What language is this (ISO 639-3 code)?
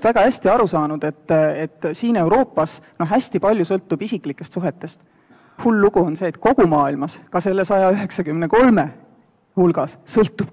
est